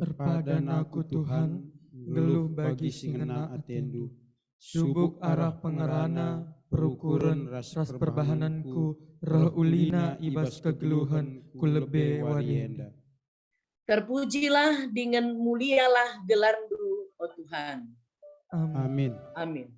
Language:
Batak Karo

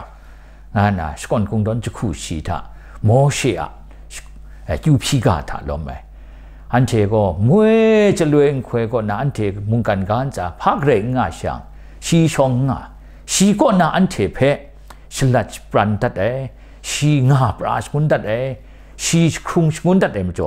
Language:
Kachin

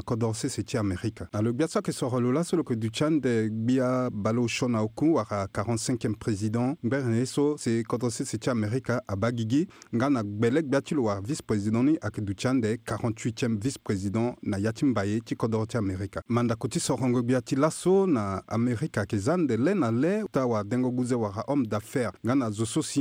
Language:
Sango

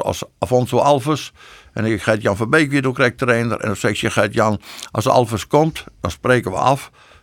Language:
Western Frisian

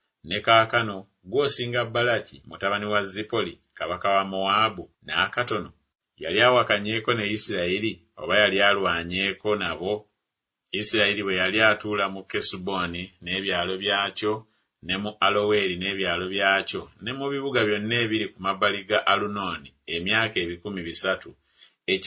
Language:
Ganda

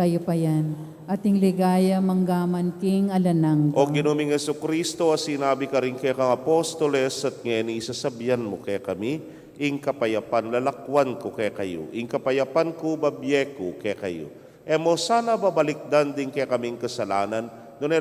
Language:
Pampanga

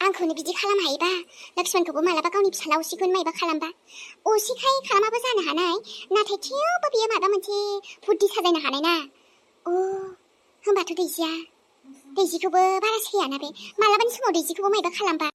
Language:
Bodo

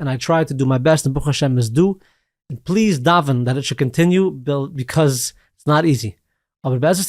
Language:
Yiddish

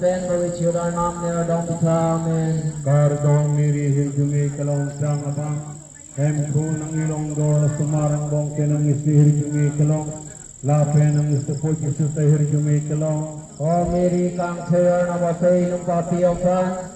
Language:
Karbi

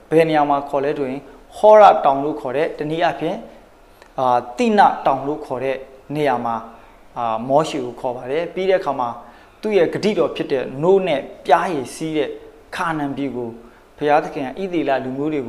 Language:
Burmese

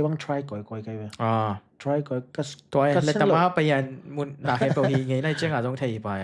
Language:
Tedim Chin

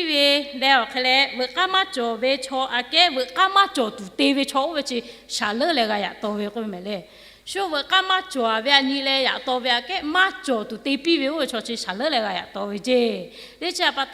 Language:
Lahu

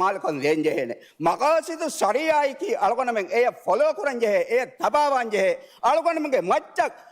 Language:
Divehi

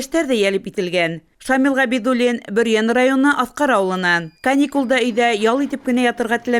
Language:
Bashkir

